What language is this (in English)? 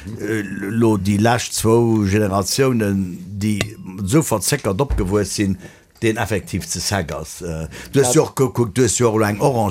Luxembourgish